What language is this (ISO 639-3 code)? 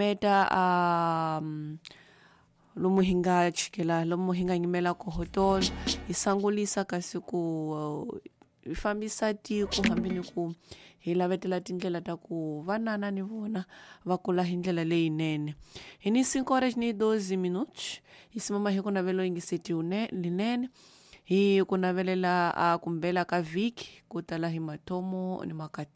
tso